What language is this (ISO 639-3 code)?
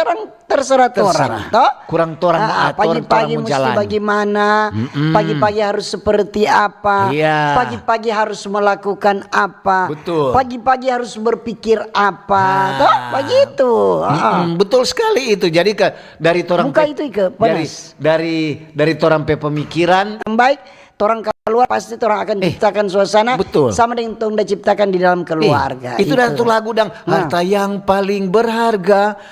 xmm